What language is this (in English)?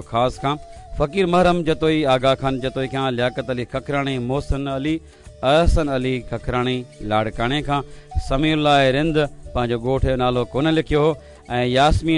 Sindhi